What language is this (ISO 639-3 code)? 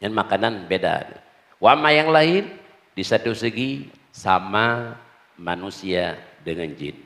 ace